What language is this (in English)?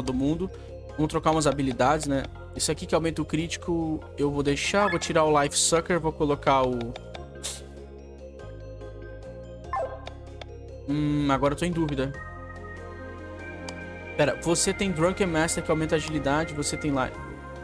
Portuguese